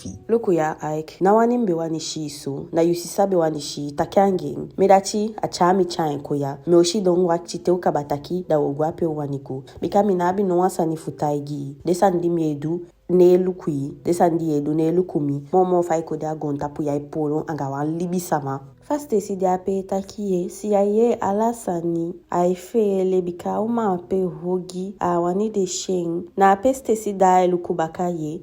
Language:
Eastern Maroon Creole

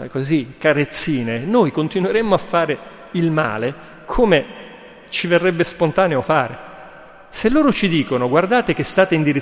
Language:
Italian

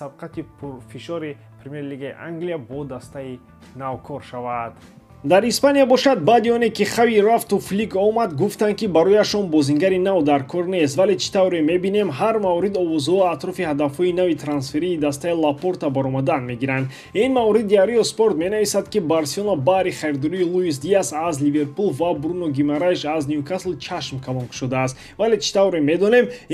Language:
Tajik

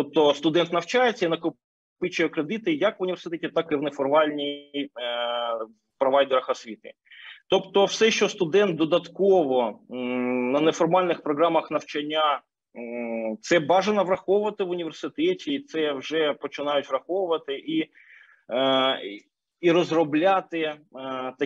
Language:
Ukrainian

